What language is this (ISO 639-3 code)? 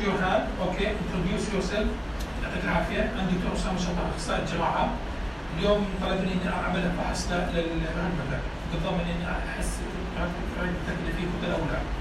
apc